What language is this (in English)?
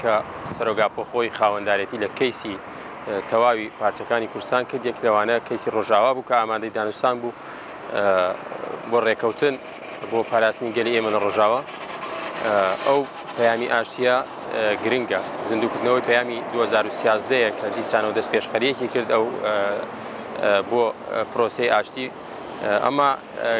Central Kurdish